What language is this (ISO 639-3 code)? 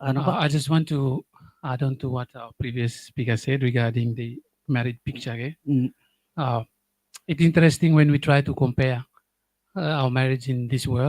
gil